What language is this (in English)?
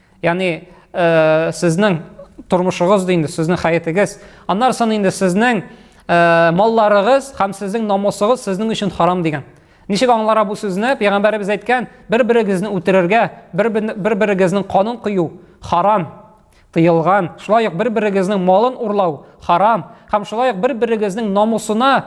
Tatar